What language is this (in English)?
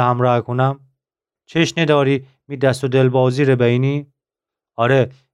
Gilaki